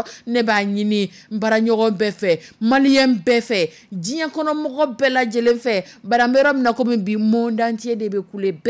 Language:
Dyula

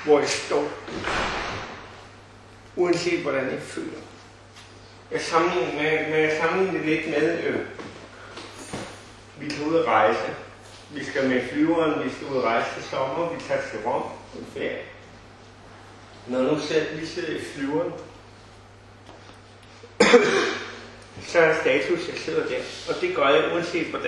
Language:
Danish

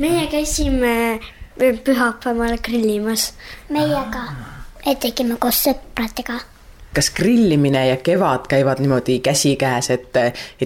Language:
Estonian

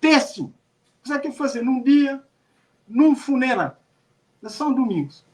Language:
Kabuverdianu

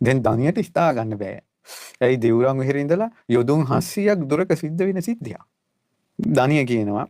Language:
Sinhala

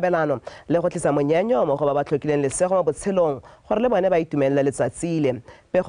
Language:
Tswana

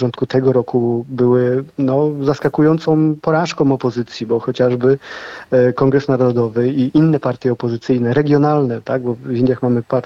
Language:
Polish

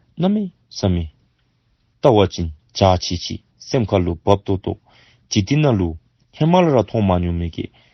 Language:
Dzongkha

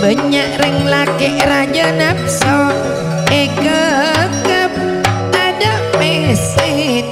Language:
Madurese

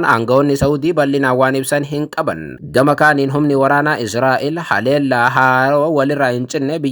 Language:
Oromo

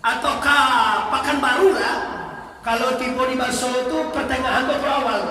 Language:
Minangkabau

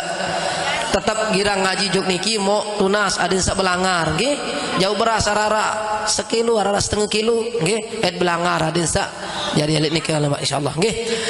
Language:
Sasak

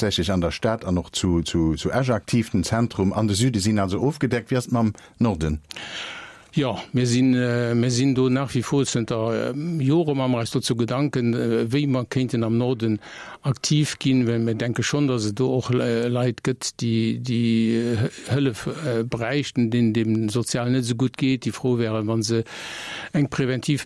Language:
Luxembourgish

